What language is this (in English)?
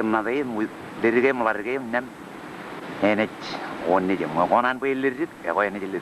Marshallese